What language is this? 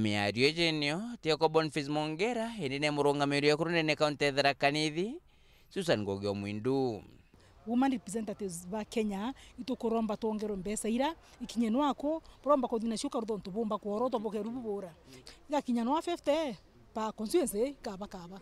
Meru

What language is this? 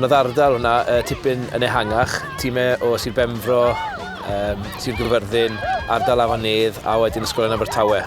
Welsh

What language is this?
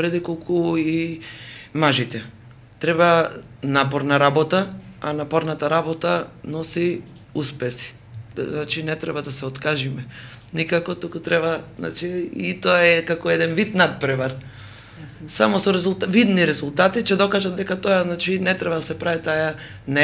Macedonian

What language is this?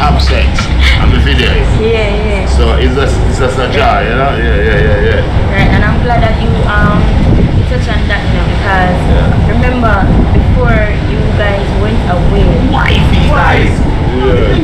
Jamaican Creole English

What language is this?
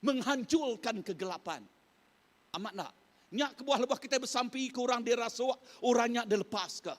Iban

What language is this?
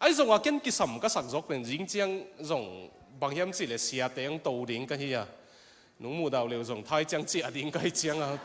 Tedim Chin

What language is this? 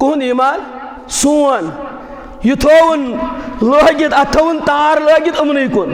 Kashmiri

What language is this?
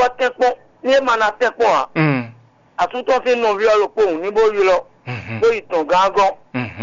Fon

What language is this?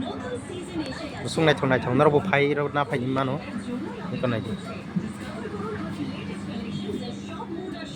Kok Borok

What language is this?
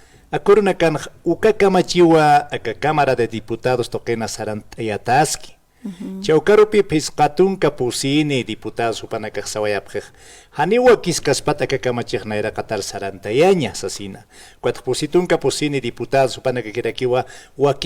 Aymara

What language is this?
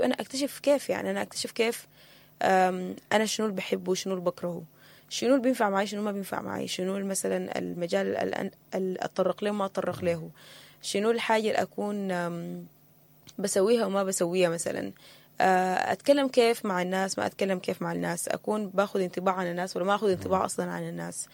Sudanese Arabic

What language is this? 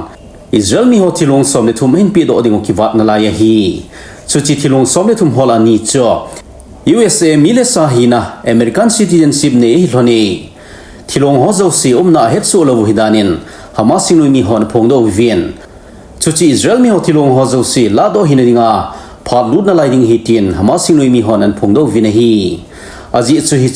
Thado Chin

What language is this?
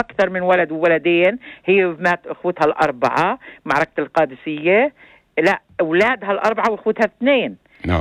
North Levantine Arabic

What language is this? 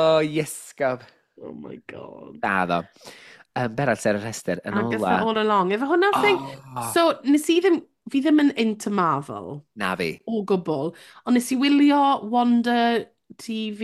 Welsh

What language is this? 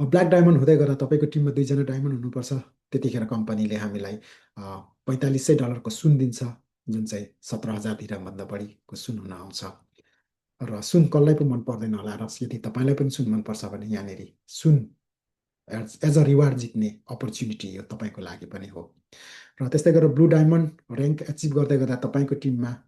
Nepali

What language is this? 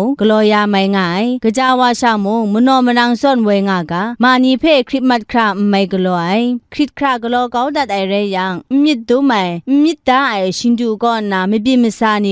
Kachin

